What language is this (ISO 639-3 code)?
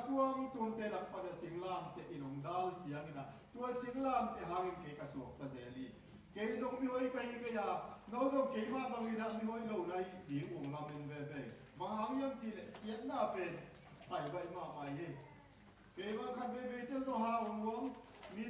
ctd